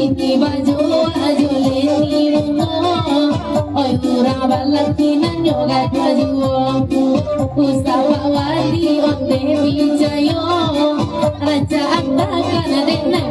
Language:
Minangkabau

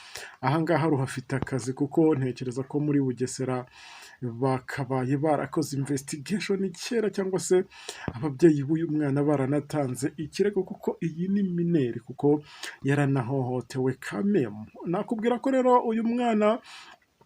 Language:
Kinyarwanda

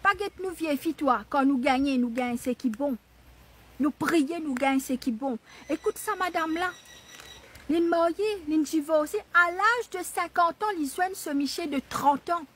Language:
Morisyen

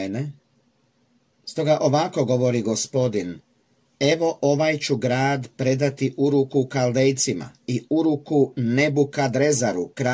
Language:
Croatian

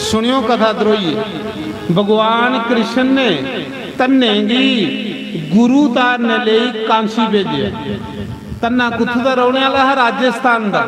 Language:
Dogri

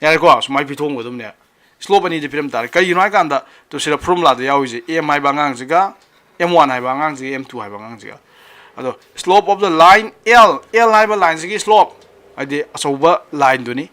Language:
Manipuri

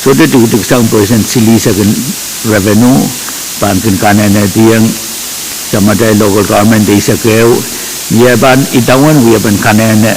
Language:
Pohnpeian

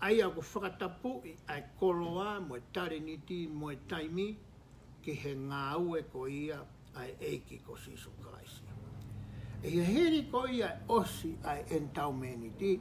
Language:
Tongan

